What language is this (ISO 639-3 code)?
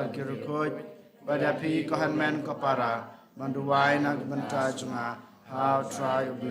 kha